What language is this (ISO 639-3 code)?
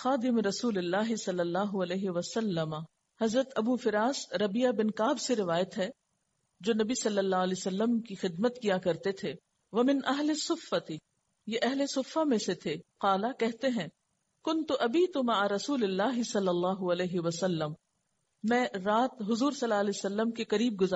urd